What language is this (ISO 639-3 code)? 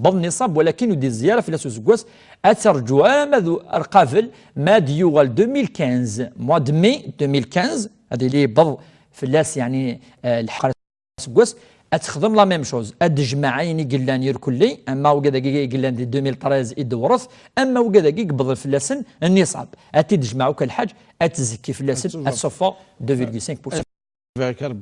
kab